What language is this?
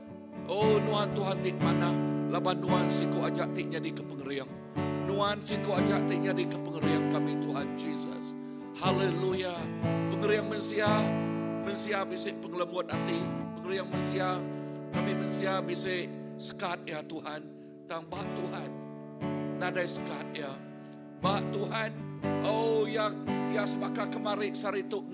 Iban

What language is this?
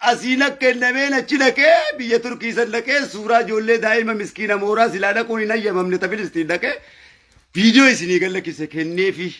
Oromo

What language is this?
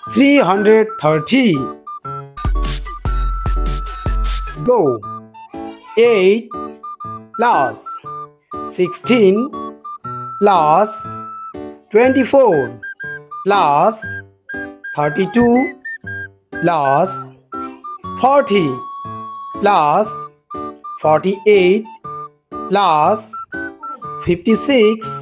English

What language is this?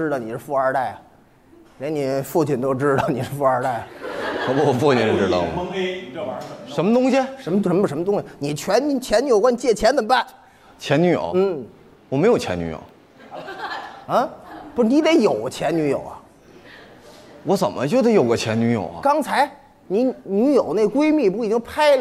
Chinese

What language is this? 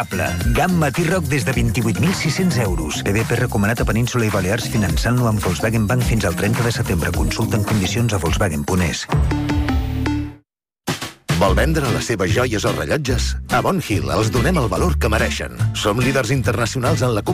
Catalan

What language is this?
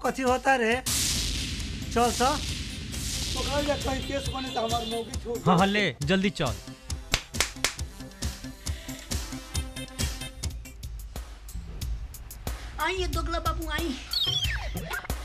Bhojpuri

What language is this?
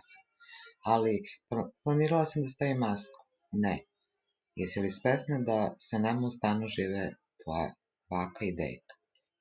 Serbian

